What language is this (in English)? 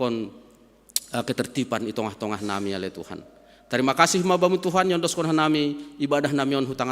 Batak Simalungun